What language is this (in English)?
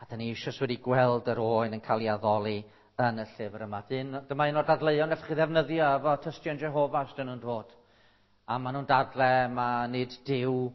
Welsh